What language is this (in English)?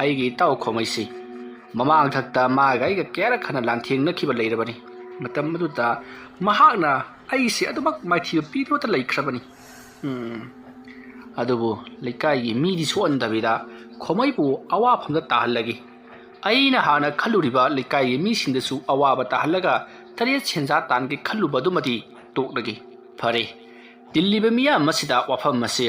Manipuri